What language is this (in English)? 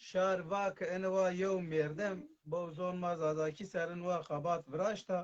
Zaza